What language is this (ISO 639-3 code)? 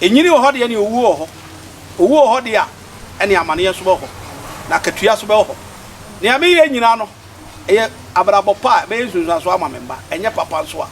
aka